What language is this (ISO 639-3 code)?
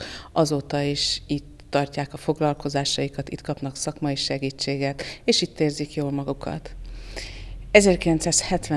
hun